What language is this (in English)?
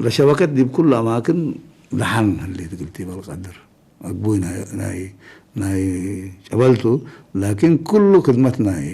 Tigre